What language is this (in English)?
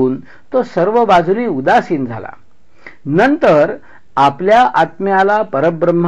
Marathi